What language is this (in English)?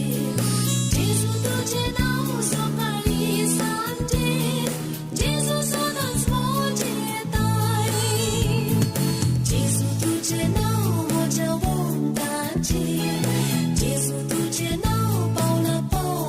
Konkani